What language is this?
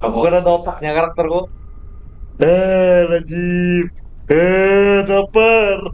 Banjar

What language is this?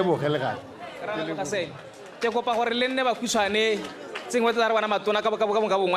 Tswana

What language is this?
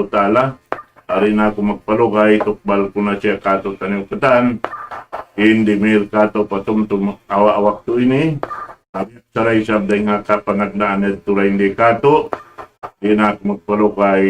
Tausug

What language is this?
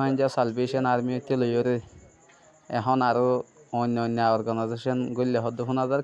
Rohingya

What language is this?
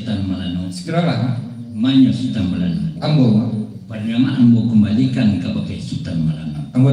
Minangkabau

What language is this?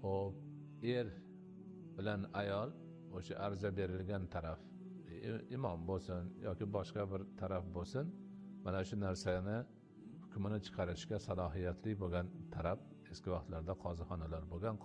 Uzbek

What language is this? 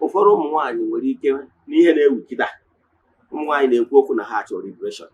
Igbo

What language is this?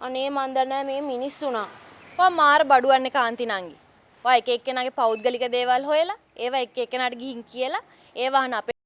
Sinhala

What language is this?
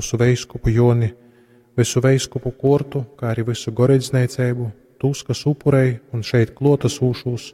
Latgalian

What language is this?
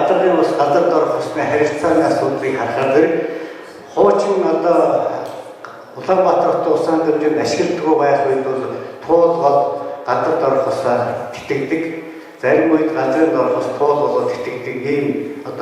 Mongolian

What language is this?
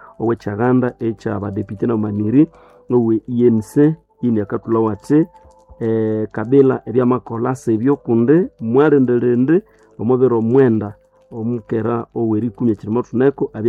Nande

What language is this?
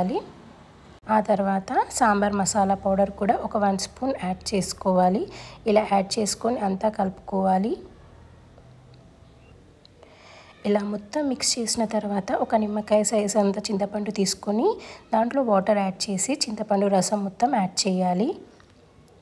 Telugu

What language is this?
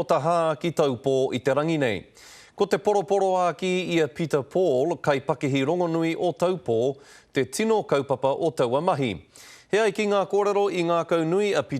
Māori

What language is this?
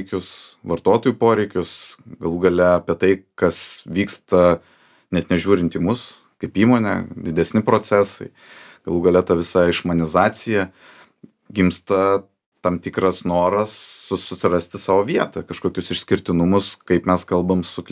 Lithuanian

